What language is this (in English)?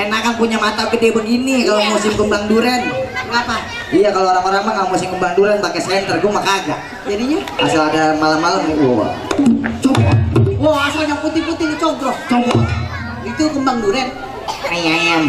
Betawi